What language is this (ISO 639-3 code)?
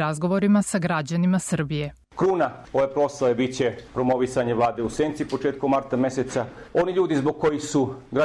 srp